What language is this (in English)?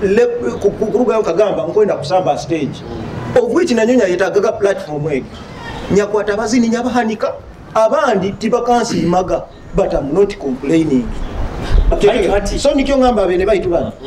Nyoro